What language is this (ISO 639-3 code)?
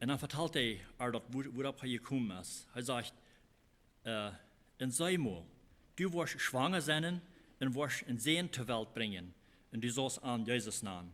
pdt